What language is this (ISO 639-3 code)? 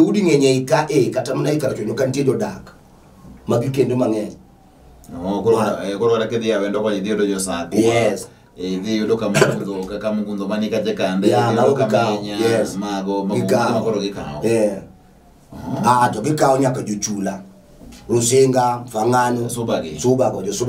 luo